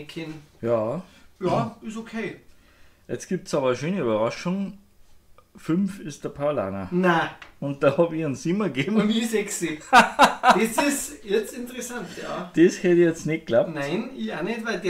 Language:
Bavarian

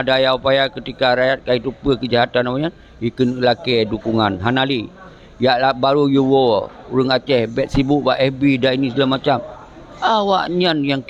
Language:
Achinese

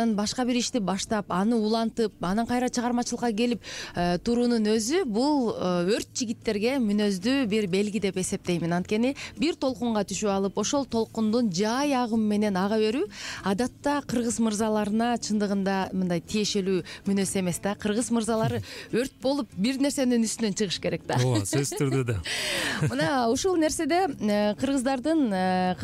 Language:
Kyrgyz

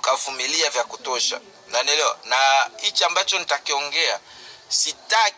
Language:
Swahili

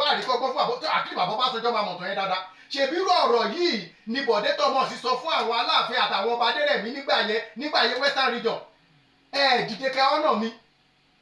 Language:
Yoruba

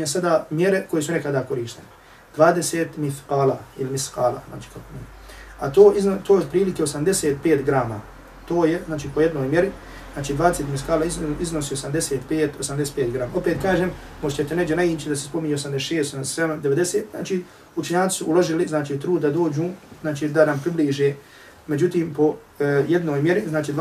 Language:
Bosnian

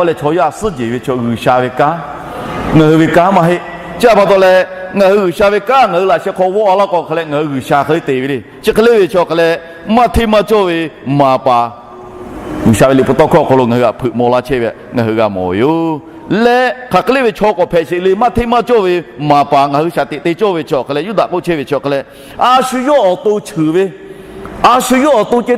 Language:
Lahu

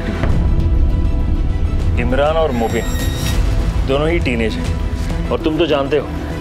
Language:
Hindi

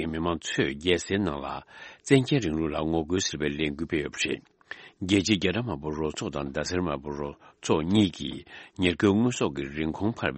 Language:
Tibetan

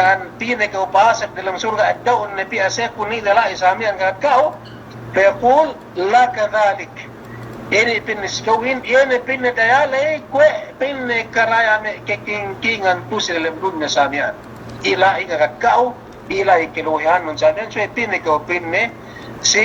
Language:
Yakan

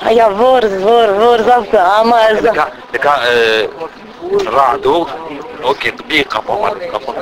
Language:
Zaza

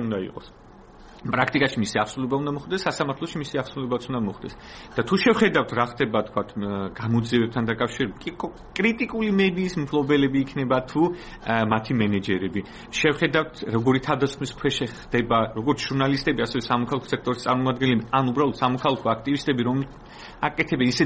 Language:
Georgian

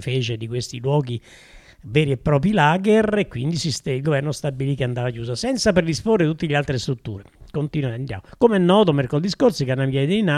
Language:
Italian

